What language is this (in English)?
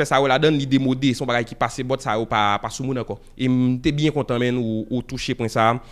Haitian Creole